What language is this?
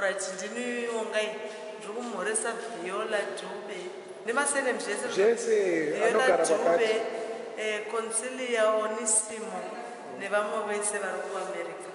Shona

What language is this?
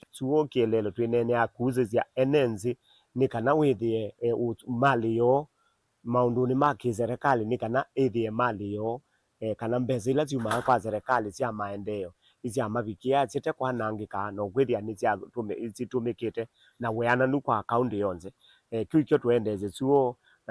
Kamba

